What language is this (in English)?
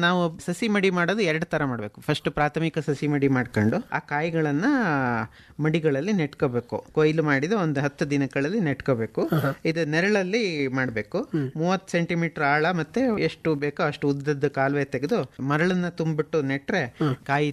Kannada